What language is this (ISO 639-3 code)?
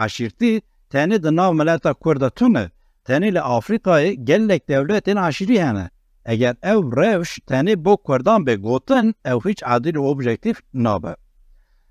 kur